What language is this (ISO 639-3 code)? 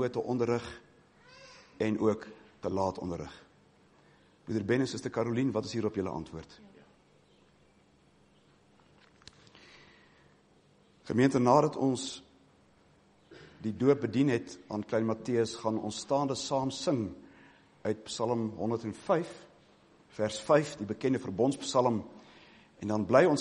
afr